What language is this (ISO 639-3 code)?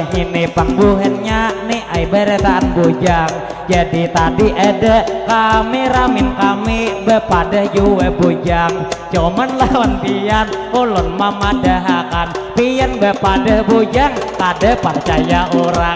bjn